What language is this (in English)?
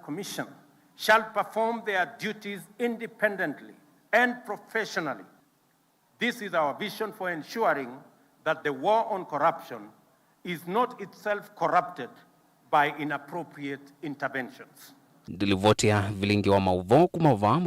Kamba